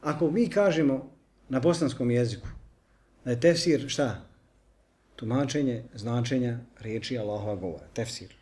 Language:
Bosnian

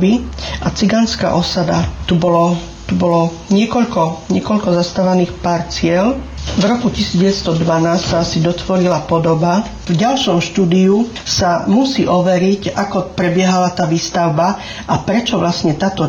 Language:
Slovak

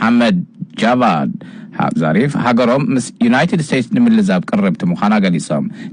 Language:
Tigrinya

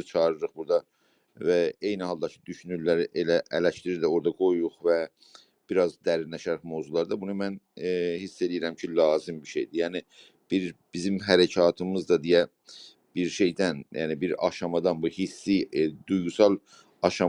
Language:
South Azerbaijani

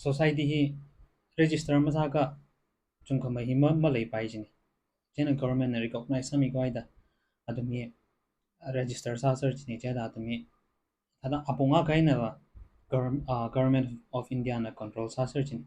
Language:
Tangkhul Naga (India)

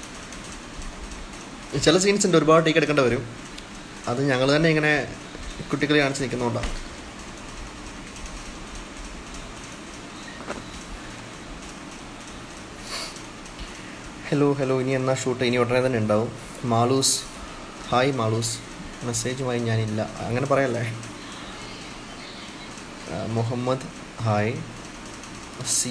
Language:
Malayalam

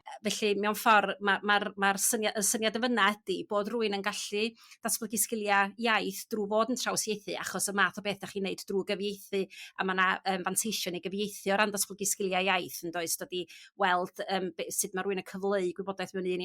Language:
Welsh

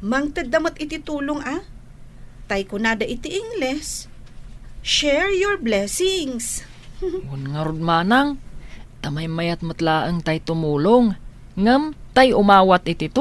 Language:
Iloko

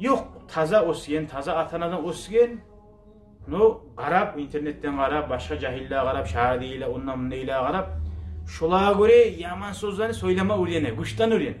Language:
Kumyk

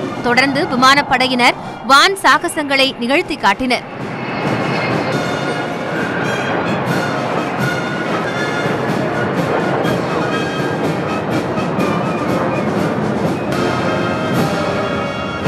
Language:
Tamil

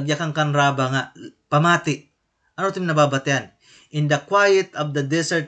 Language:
Waray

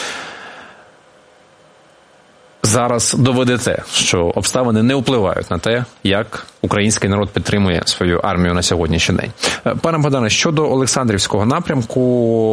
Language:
Ukrainian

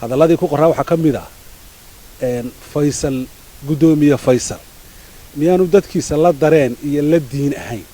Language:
Somali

